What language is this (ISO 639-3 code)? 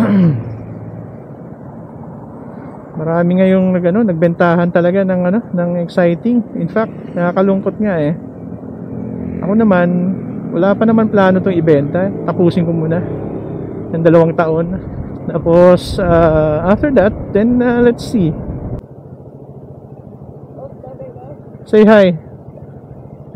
fil